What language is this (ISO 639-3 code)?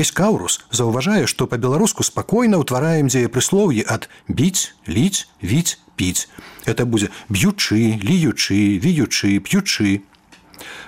bel